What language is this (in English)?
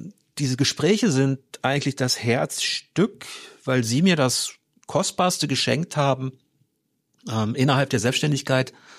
German